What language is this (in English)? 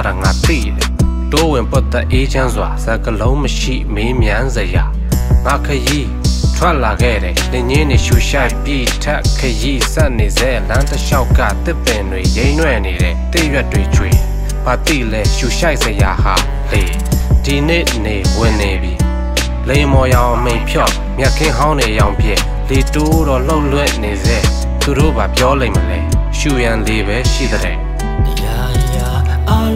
Burmese